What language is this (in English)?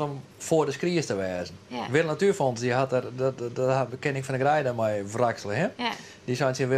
Western Frisian